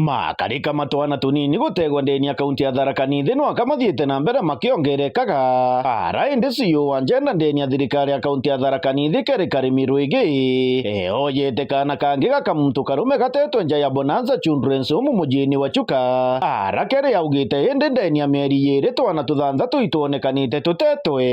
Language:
Meru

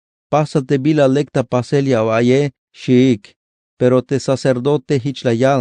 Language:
Tzeltal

